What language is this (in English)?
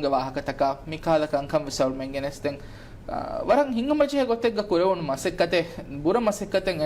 Divehi